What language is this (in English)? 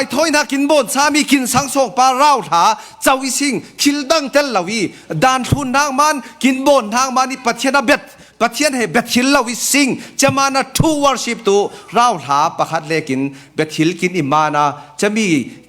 Falam Chin